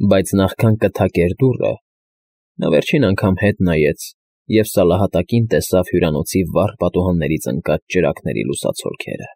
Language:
Armenian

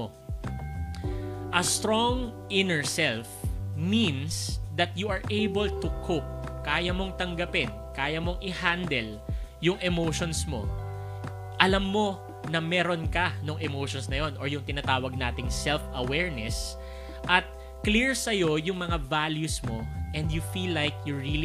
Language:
Filipino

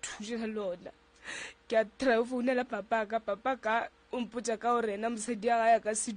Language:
Northern Sotho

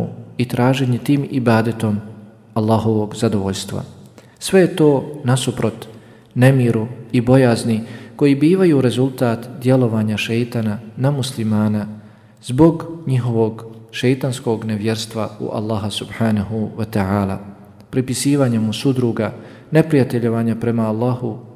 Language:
Bosnian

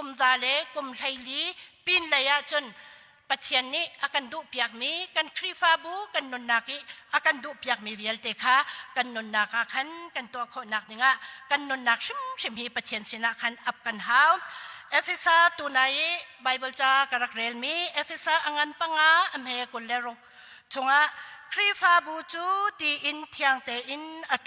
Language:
Hakha Chin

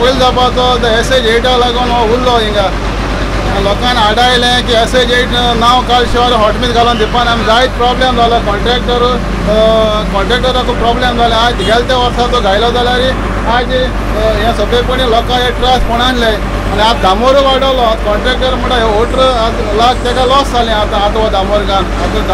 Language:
Konkani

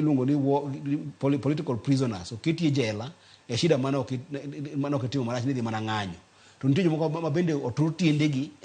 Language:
Luo (Kenya and Tanzania)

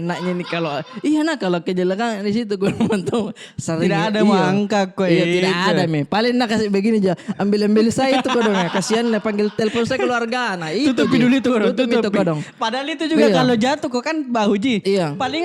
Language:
Makassar Malay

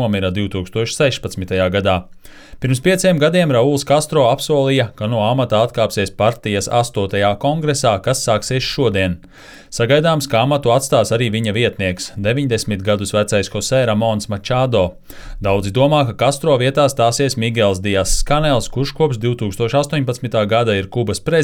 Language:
Latvian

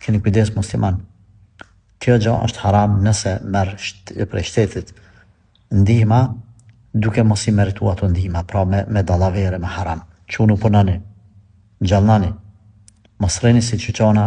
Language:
Albanian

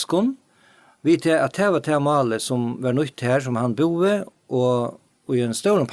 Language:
Faroese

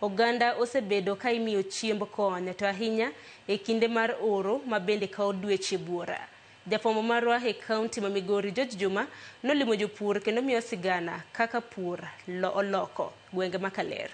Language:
Luo (Kenya and Tanzania)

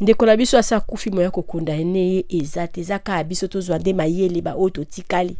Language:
Lingala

